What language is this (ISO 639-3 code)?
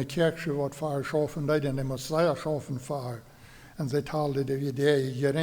pdt